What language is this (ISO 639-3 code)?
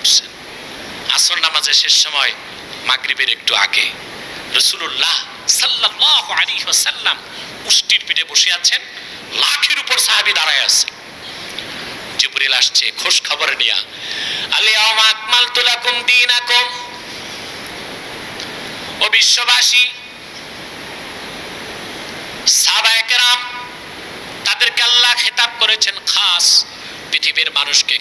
ben